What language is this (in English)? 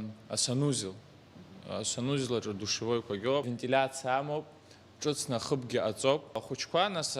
Abkhazian